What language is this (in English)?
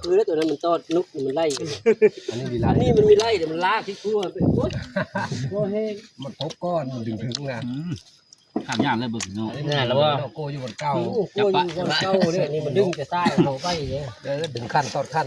Northeastern Thai